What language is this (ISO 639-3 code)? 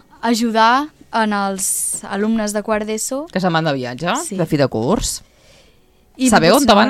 cat